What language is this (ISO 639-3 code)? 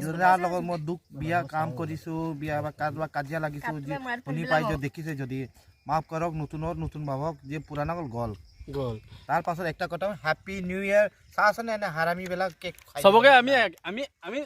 asm